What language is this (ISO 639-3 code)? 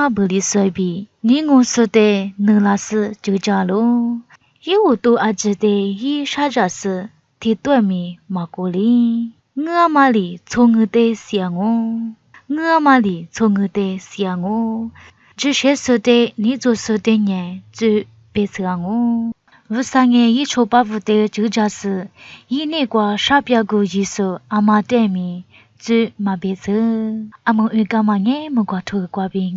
lis